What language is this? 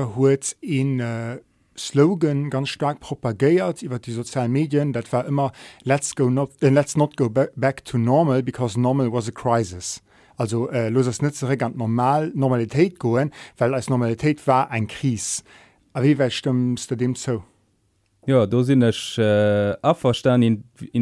Luxembourgish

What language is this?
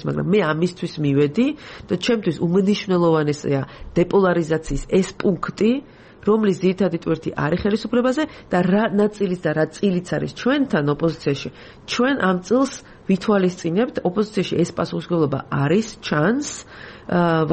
Georgian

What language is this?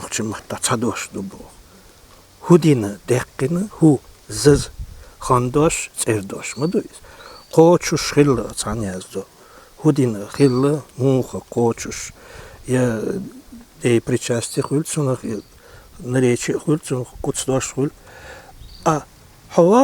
Chechen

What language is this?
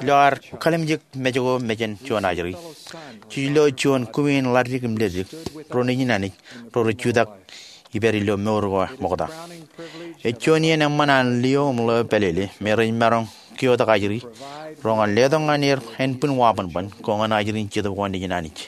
Marshallese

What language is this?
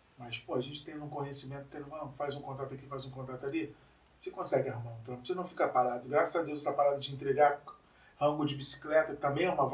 Portuguese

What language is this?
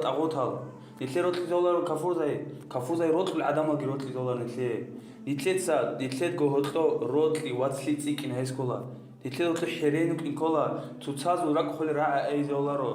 Avaric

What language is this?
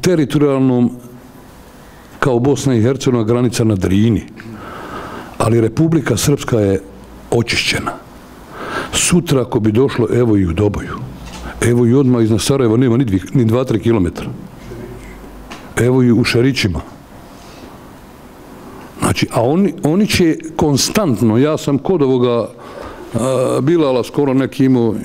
Bosnian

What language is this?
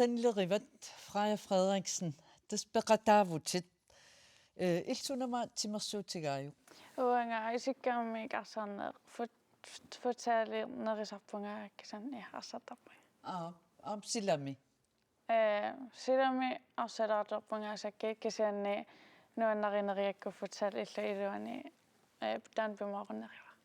Kalaallisut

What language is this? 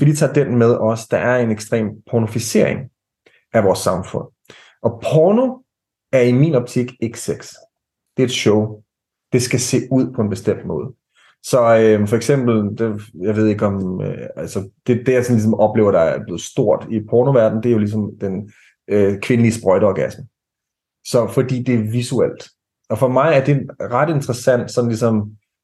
Danish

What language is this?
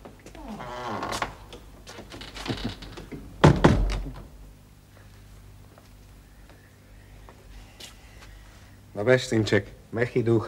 Slovak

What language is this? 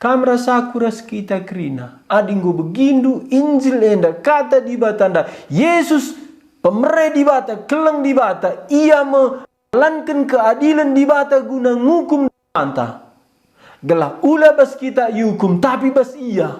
Batak Karo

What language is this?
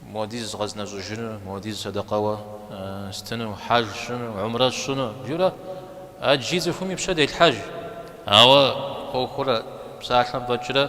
Kabardian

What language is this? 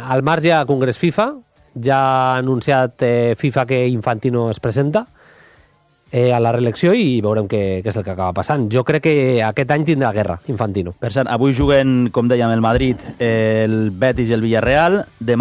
Catalan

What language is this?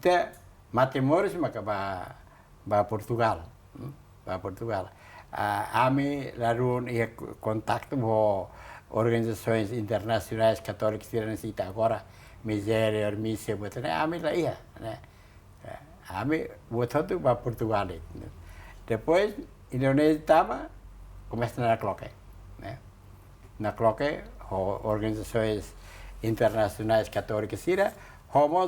Tetum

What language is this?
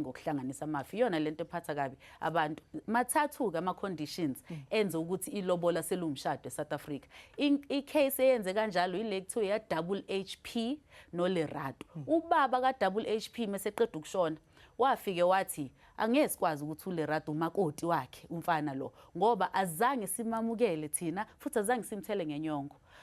Zulu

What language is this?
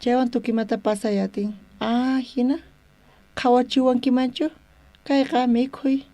South Bolivian Quechua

